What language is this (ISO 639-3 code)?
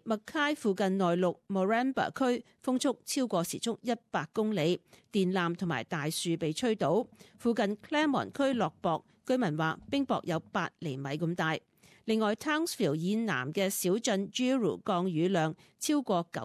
yue